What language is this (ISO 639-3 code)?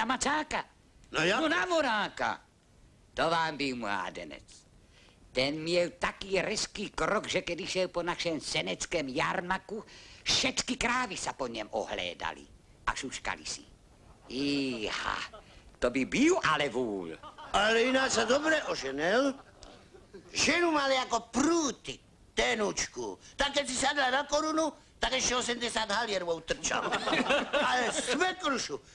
slk